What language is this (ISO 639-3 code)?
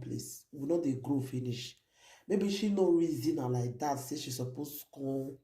pcm